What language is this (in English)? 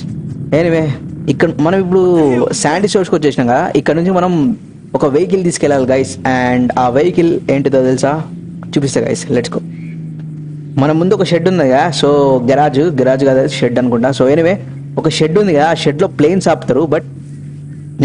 Telugu